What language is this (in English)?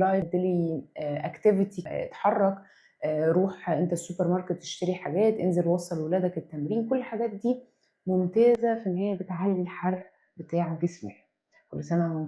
Egyptian Arabic